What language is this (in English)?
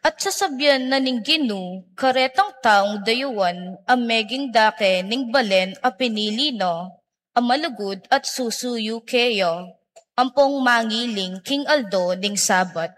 Pampanga